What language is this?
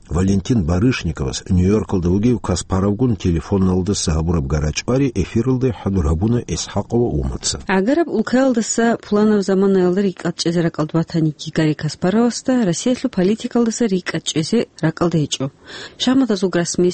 Avaric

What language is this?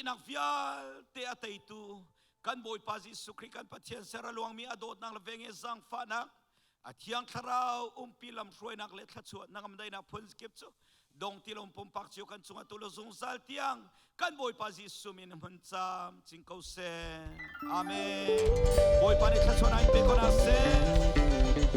Hakha Chin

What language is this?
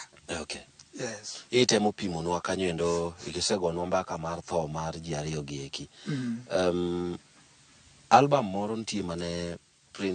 Luo (Kenya and Tanzania)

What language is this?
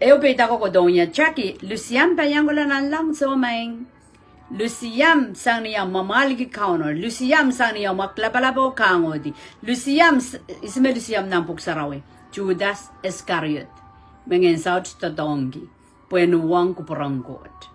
Pohnpeian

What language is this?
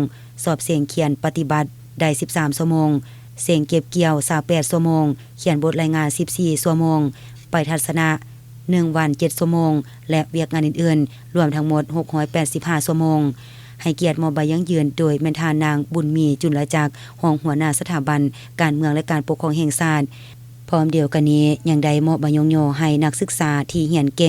Lao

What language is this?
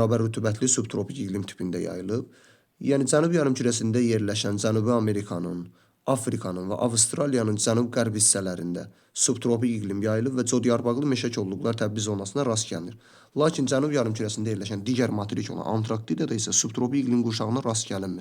Azerbaijani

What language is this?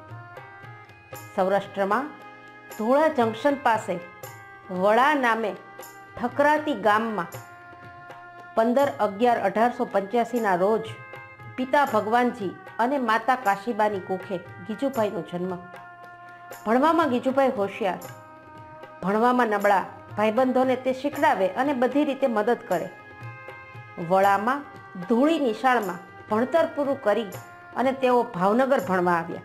Gujarati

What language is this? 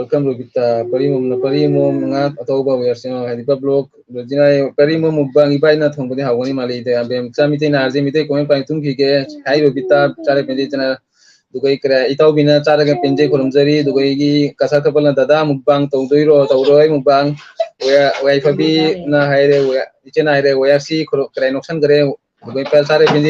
Manipuri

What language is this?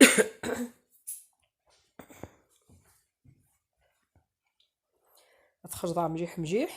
Kabyle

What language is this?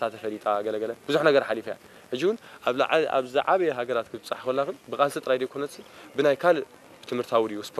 Tigrinya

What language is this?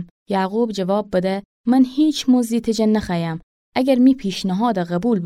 Gilaki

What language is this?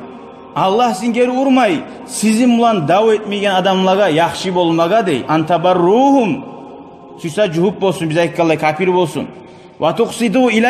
Kumyk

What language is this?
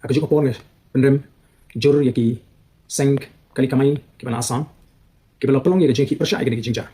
Khasi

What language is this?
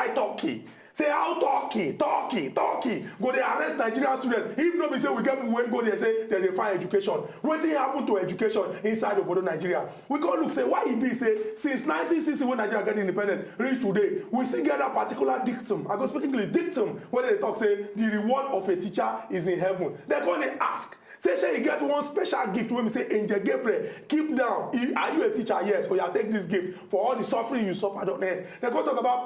Nigerian Pidgin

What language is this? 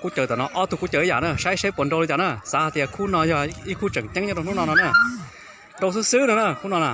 Hmong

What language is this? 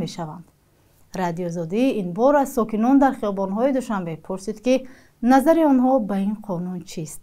Tajik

